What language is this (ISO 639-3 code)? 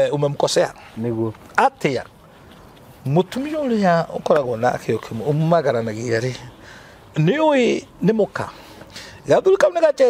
kik